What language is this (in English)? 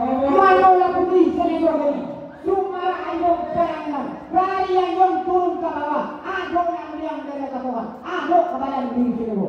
Minangkabau